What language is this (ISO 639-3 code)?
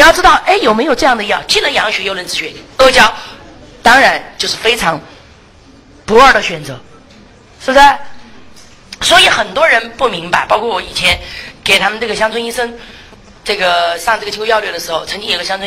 zho